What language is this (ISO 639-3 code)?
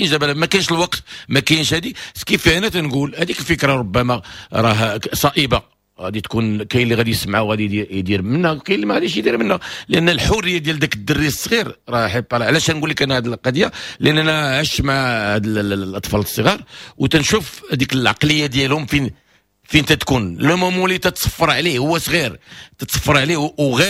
ary